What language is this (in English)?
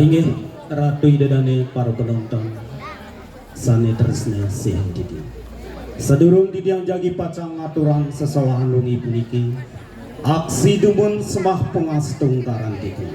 Balinese